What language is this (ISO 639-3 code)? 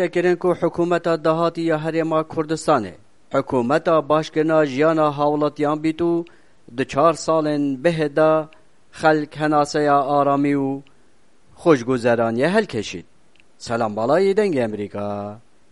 kur